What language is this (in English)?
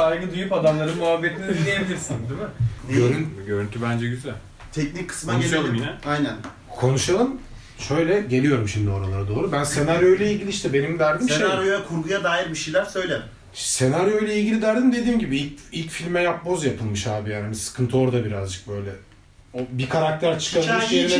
Turkish